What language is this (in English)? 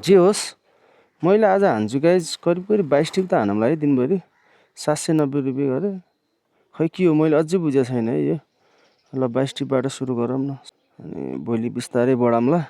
Nepali